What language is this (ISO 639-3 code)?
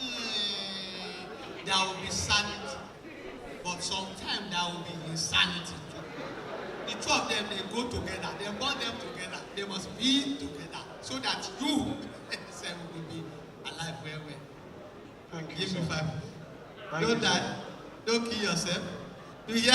pcm